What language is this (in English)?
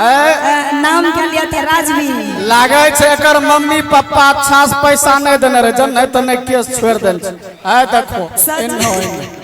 Maithili